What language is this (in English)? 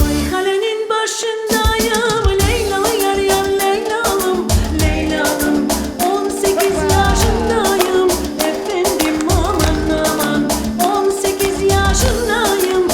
Crimean Tatar